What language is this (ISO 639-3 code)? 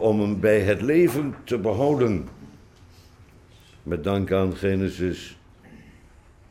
nld